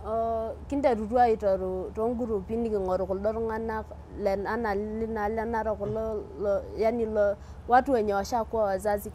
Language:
Masai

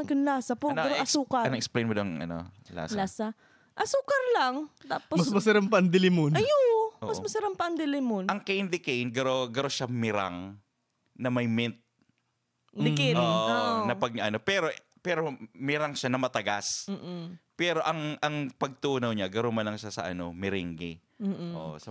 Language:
Bikol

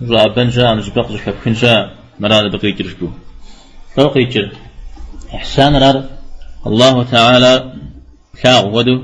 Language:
Kabardian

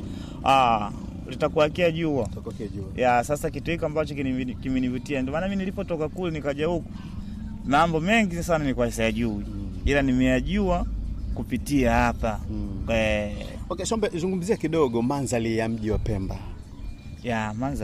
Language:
Swahili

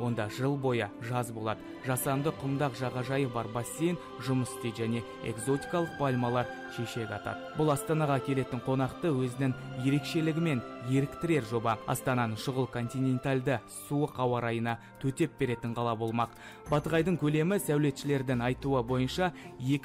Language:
Kazakh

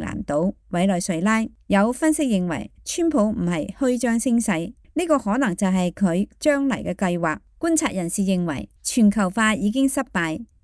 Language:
Cantonese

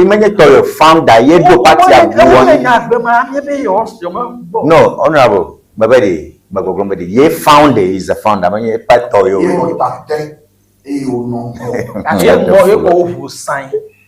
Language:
Ewe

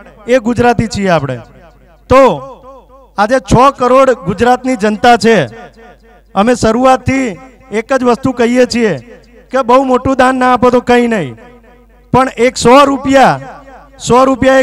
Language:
Gujarati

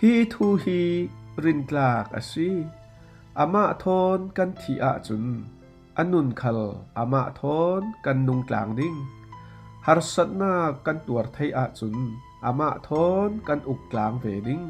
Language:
Falam Chin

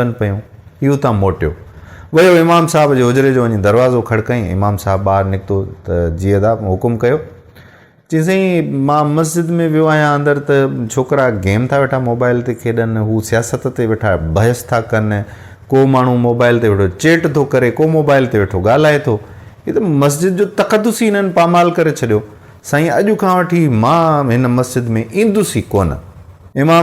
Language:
Sindhi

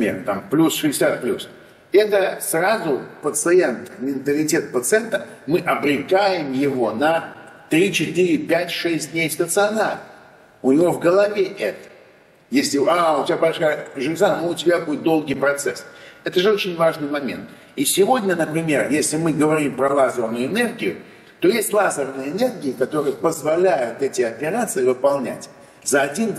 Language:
Russian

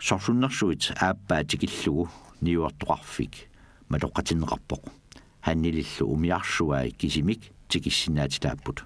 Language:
Kalaallisut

